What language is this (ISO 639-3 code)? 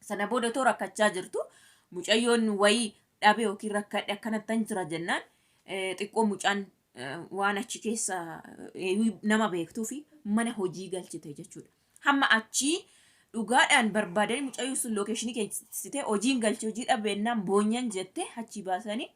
orm